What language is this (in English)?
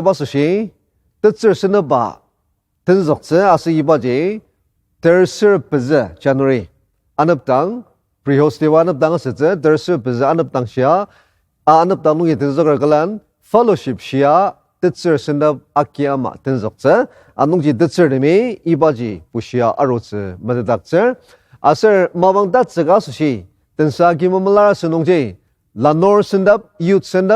Ao Naga